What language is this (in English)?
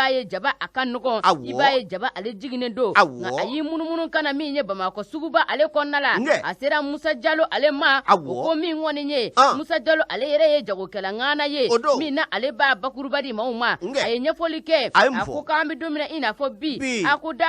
Bambara